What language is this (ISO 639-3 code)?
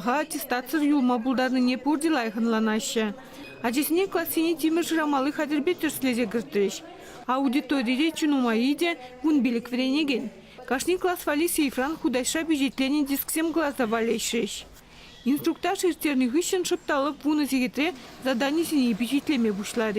chv